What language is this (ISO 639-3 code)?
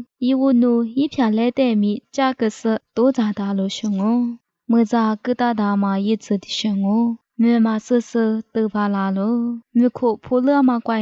lis